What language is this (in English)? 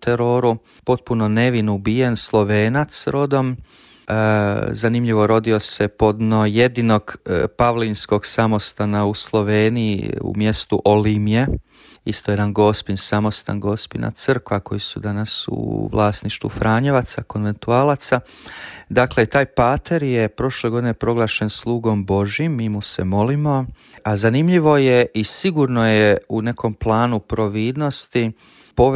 Croatian